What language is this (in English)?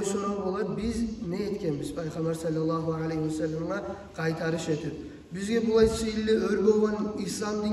Kumyk